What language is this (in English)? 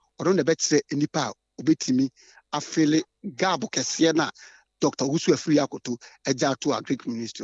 Akan